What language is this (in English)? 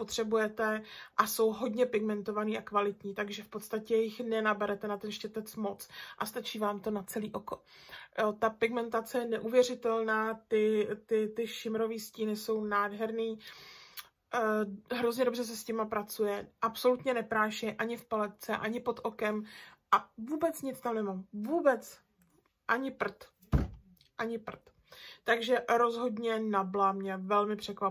Czech